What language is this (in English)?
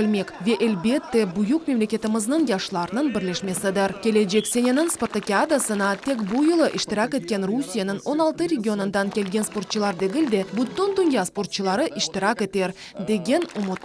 Crimean Tatar